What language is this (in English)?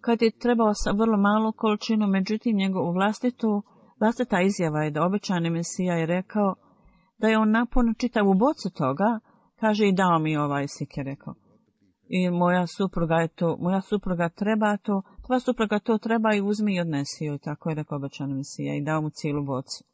Bosnian